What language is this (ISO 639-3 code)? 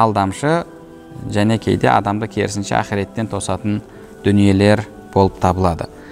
kir